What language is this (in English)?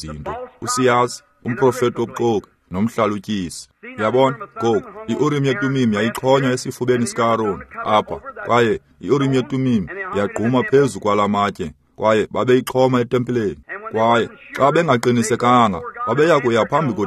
Xhosa